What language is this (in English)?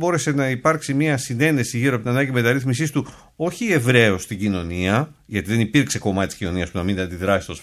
Greek